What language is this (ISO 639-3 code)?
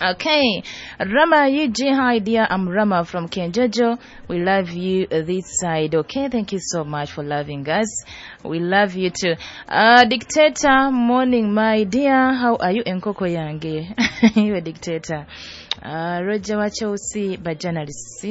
nyo